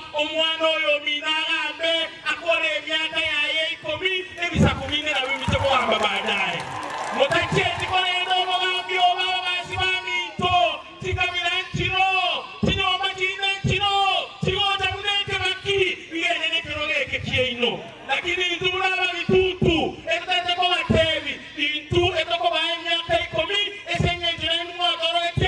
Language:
Gusii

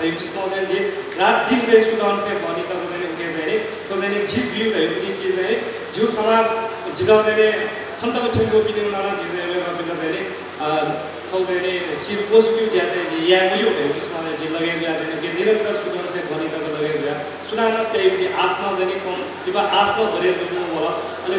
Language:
Newari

